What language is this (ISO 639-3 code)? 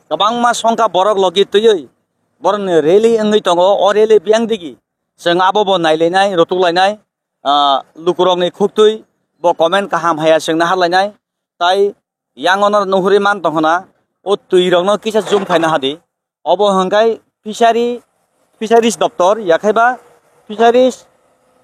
trp